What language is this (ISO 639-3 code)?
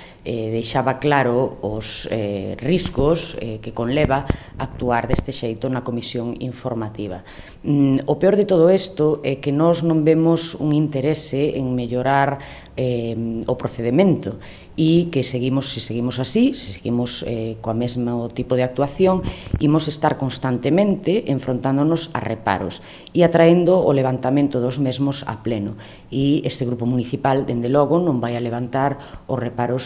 glg